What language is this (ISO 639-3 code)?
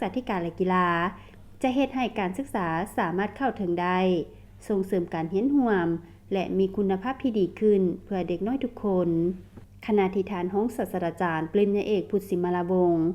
lao